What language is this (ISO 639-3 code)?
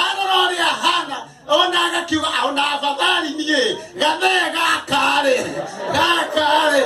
kik